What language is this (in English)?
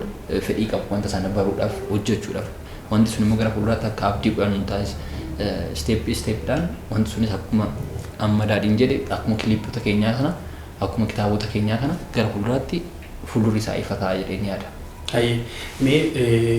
Oromo